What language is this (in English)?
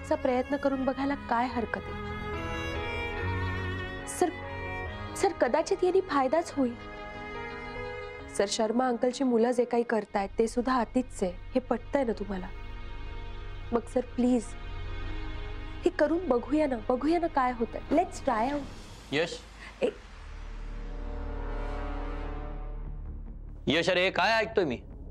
Marathi